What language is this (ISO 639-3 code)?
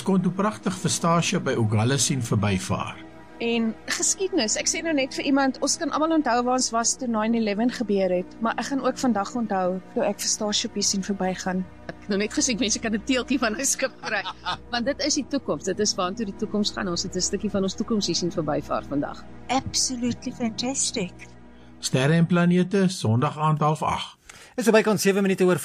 afr